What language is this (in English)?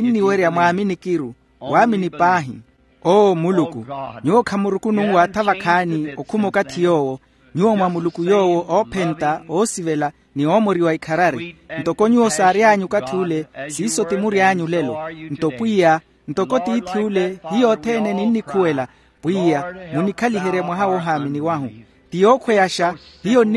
Makhuwa